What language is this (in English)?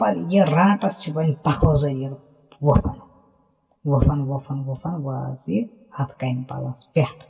Kashmiri